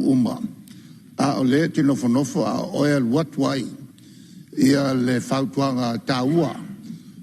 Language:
Samoan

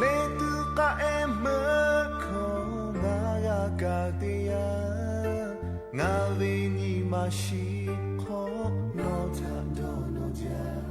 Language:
Lahu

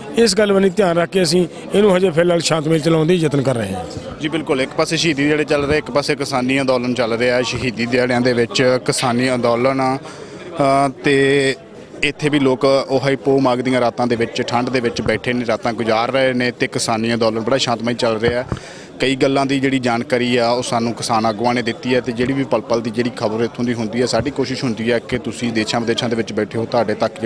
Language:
Punjabi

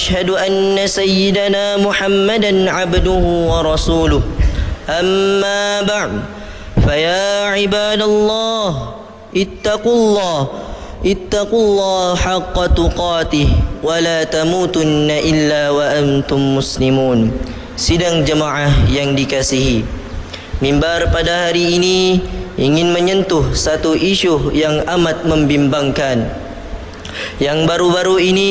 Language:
Malay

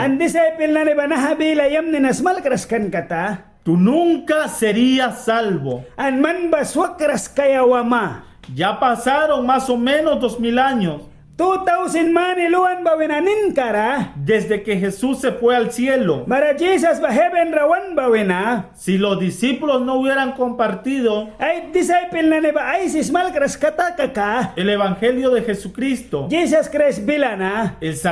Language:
Mískito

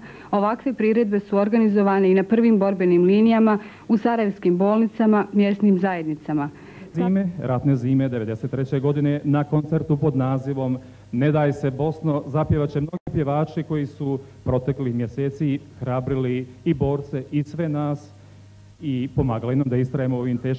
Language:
Bosnian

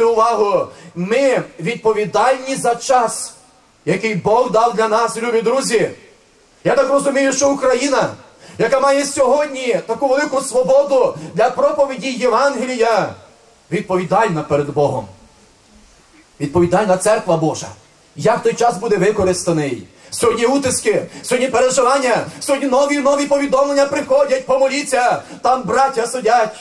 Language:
Ukrainian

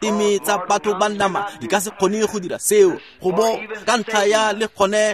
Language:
Tswana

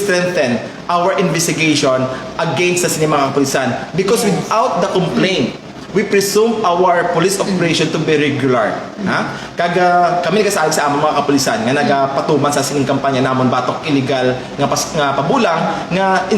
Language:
Hiligaynon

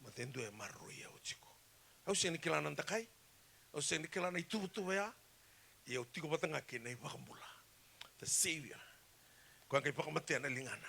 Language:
Fijian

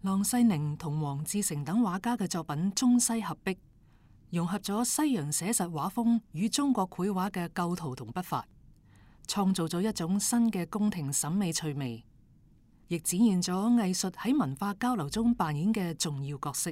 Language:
Cantonese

